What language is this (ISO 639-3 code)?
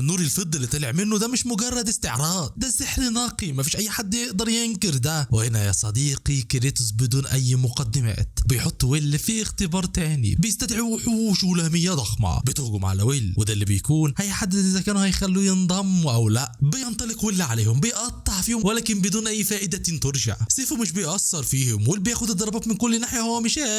arz